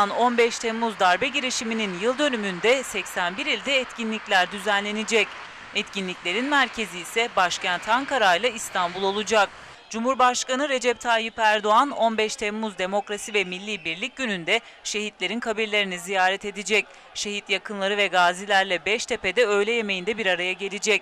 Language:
Turkish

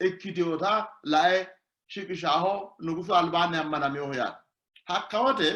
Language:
Sidamo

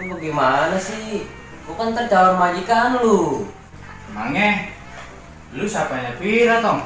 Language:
Betawi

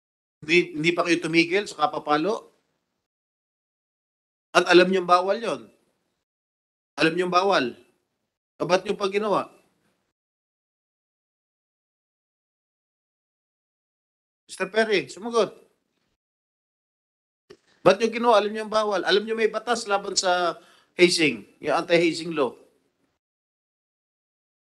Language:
Filipino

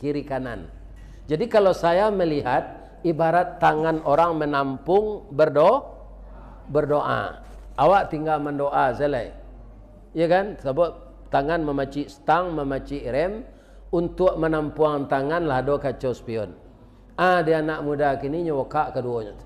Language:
Minangkabau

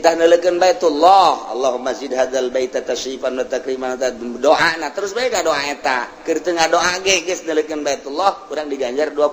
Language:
Sundanese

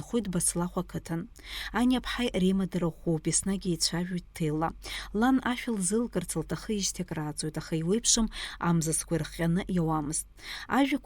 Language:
Abkhazian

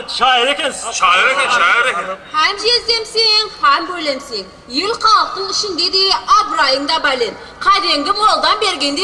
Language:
Kara-Kalpak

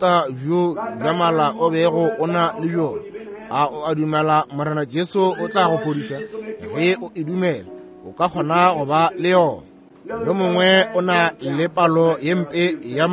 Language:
Northern Sotho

